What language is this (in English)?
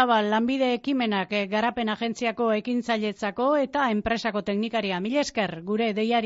Basque